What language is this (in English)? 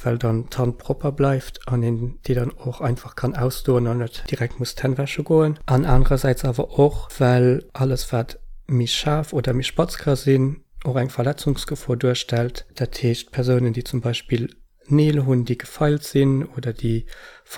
Luxembourgish